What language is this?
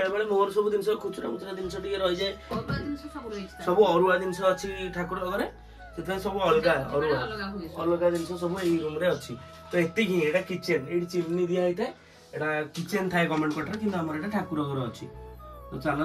Odia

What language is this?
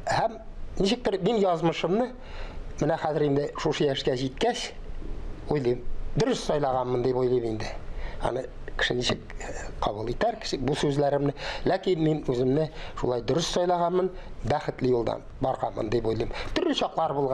Tatar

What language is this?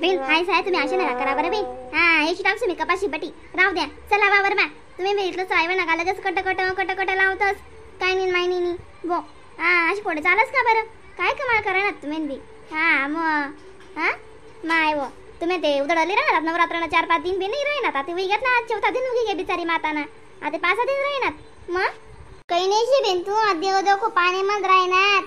Khandesi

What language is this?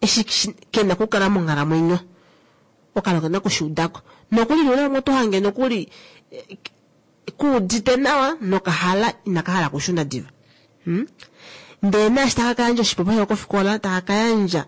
Kuanyama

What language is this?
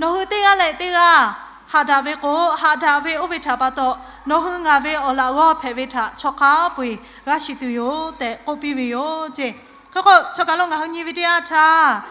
Lahu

